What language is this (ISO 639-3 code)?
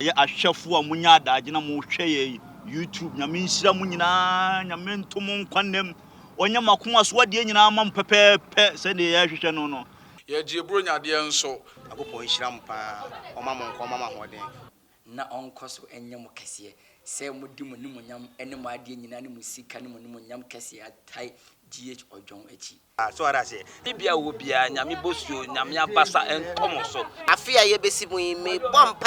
aka